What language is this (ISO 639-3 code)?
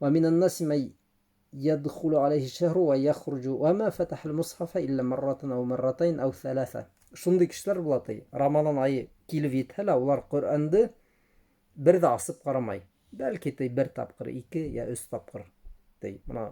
bak